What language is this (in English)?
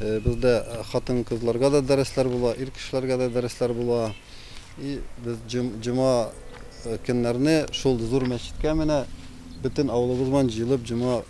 Tatar